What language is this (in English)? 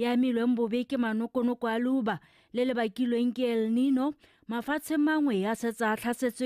Tswana